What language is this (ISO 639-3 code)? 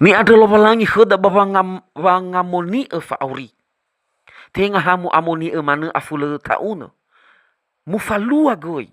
nia